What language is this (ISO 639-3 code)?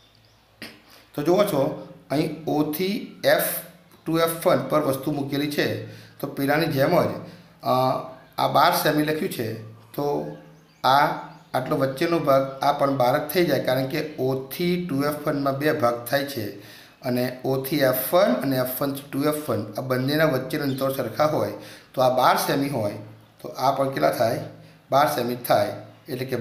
guj